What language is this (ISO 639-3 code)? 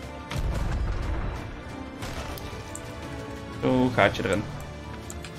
nld